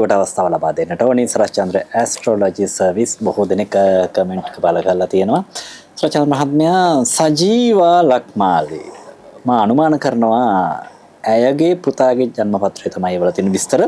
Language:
Sinhala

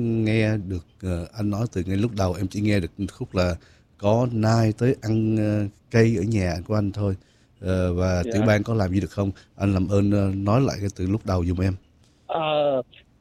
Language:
Vietnamese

